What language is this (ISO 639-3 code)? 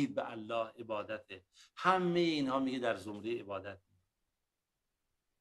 fas